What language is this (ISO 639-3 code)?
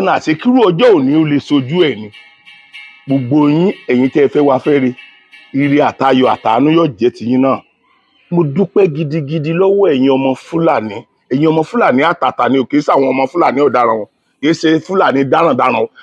yor